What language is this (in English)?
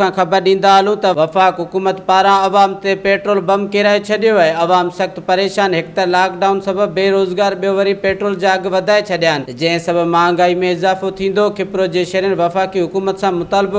Sindhi